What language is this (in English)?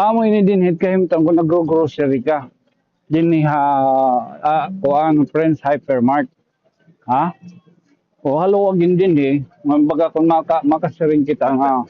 Waray